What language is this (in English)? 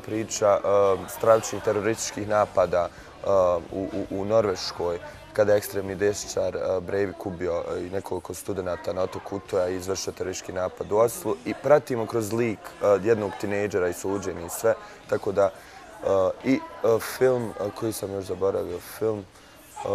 Bosnian